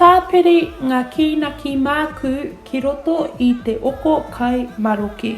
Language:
Māori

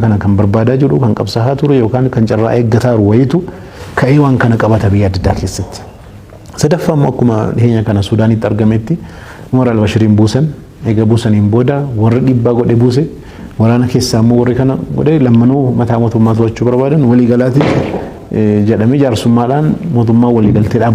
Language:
Oromo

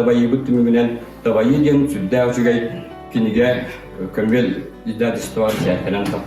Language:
Yakut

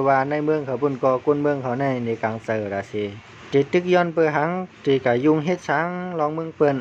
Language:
Shan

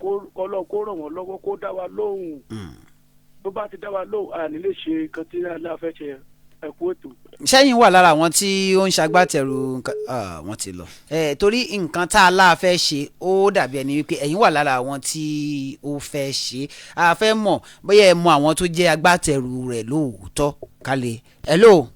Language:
Yoruba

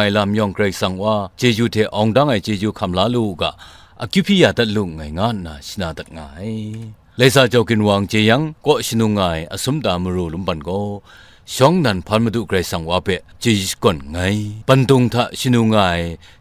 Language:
Kachin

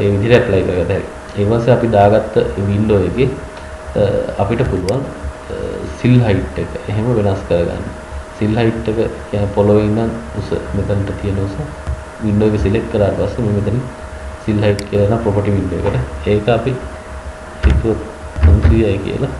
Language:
Sinhala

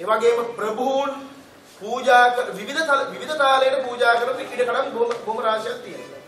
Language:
Sinhala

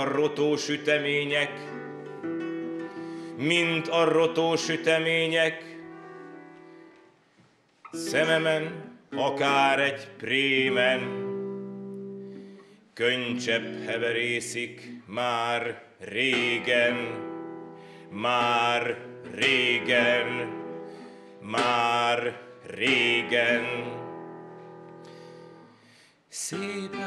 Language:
Hungarian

